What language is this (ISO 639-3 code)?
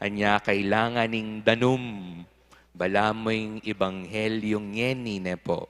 pam